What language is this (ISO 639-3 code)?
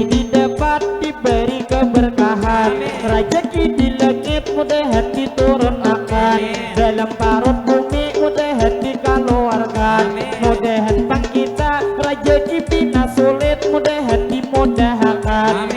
bjn